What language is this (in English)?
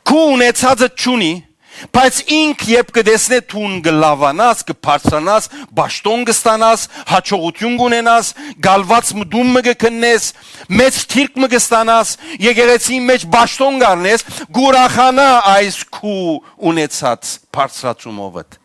Western Armenian